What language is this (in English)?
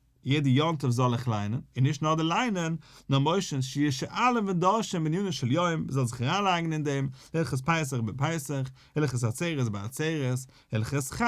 Yiddish